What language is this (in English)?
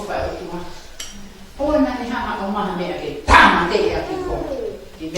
Tongan